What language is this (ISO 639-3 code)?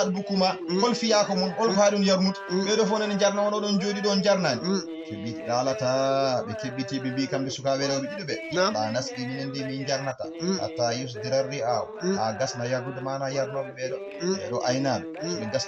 ful